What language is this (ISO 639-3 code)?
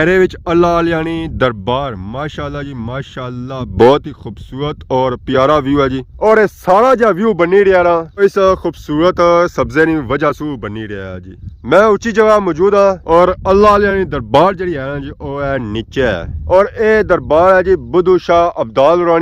phr